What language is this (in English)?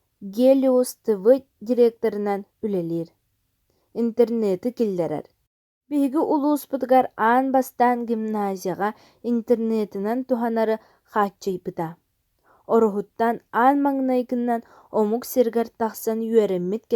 Yakut